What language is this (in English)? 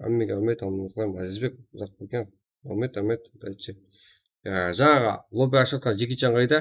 Kara-Kalpak